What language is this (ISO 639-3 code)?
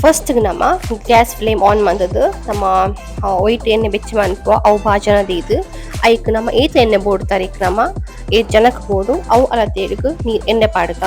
tcy